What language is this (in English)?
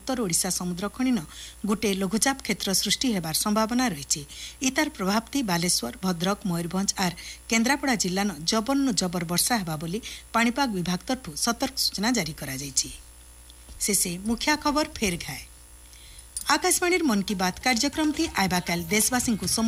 Odia